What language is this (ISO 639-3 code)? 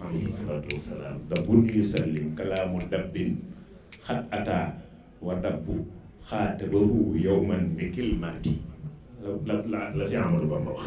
wol